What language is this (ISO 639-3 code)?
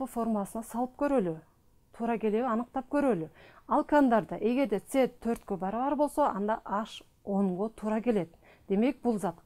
kir